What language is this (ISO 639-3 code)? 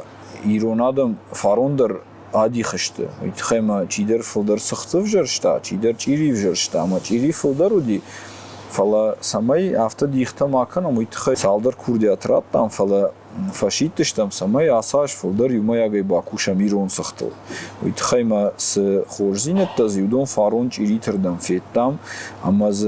oss